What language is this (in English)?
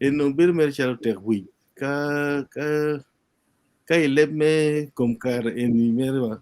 Acoli